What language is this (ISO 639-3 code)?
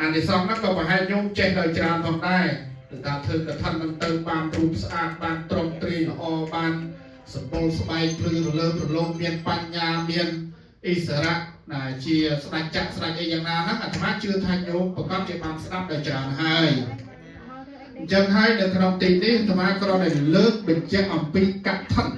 khm